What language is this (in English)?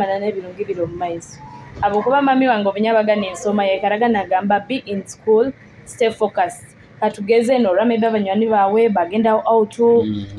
Nyoro